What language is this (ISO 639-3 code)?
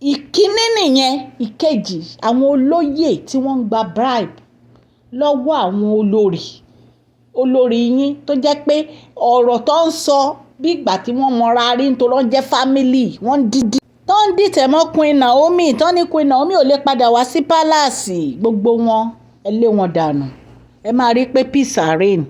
yor